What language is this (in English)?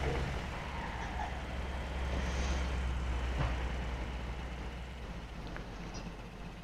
Greek